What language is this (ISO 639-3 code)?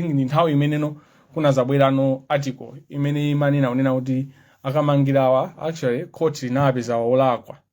nya